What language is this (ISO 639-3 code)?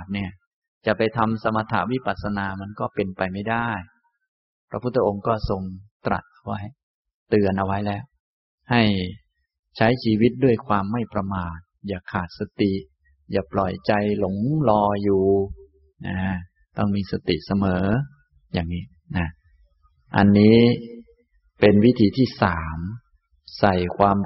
tha